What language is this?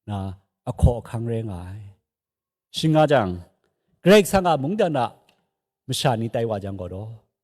Kachin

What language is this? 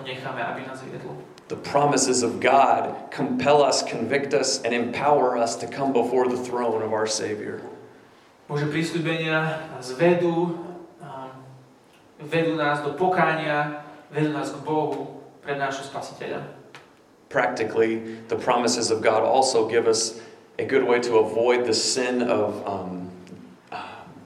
Slovak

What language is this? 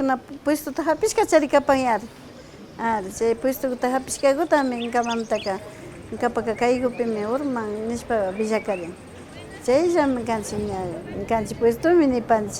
Imbabura Highland Quichua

